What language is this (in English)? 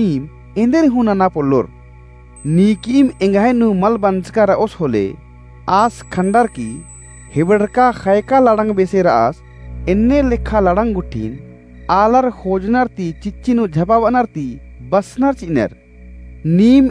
Kurukh